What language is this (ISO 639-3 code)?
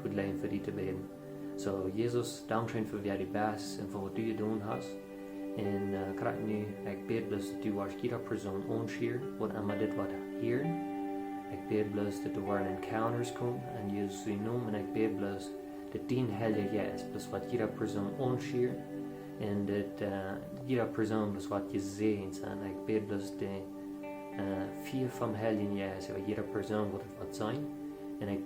pdt